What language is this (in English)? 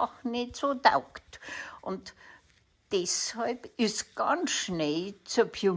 Bavarian